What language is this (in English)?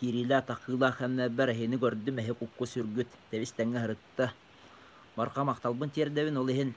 Yakut